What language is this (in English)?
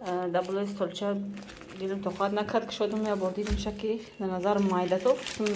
Tajik